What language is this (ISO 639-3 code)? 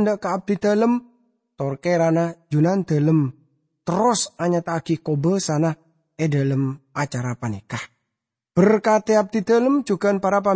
mad